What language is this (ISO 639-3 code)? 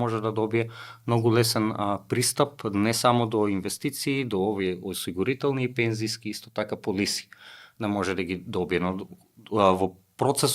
mkd